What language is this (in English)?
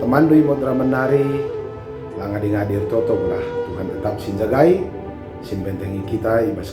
Batak Karo